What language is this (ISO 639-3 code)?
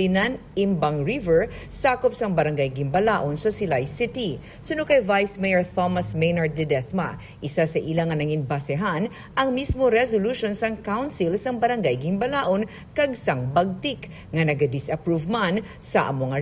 hil